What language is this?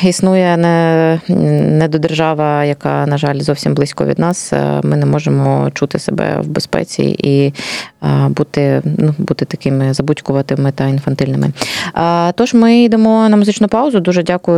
Ukrainian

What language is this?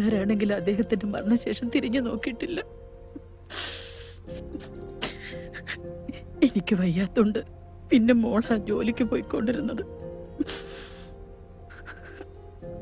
Malayalam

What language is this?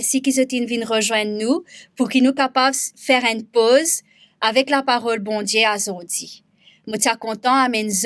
Morisyen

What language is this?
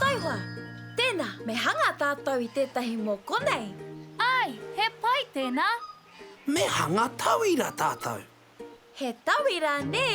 Māori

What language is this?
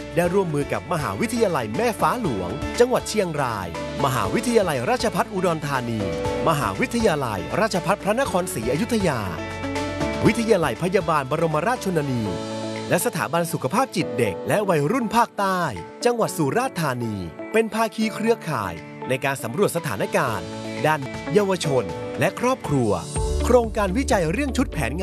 Thai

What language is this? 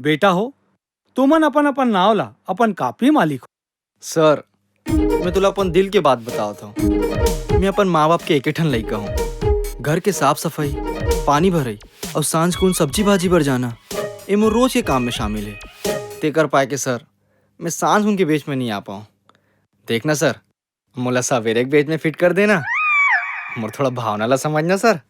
Chhattisgarhi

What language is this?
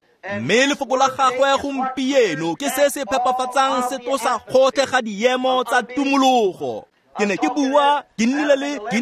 Tswana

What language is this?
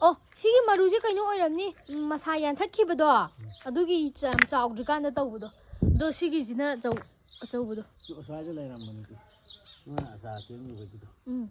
Manipuri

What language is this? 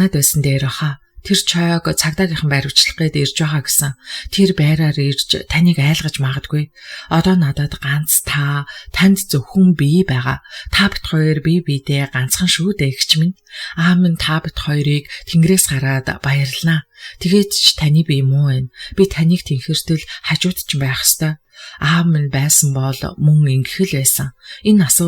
Mongolian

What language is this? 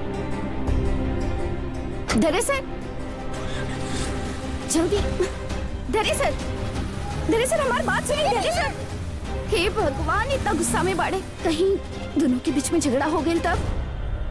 Bhojpuri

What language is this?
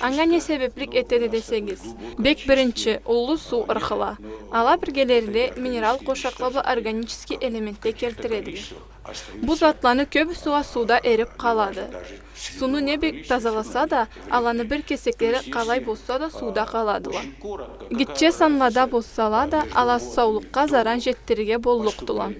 Karachay-Balkar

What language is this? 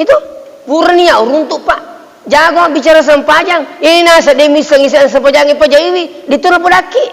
Buginese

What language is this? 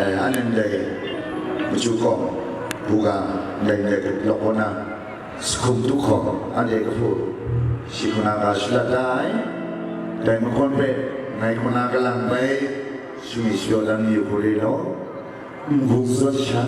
Kachin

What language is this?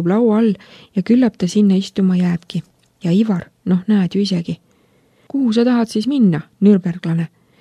Estonian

